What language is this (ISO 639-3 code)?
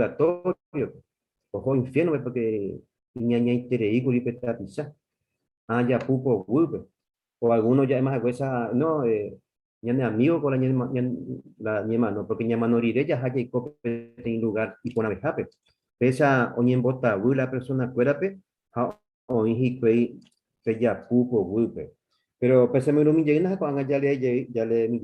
grn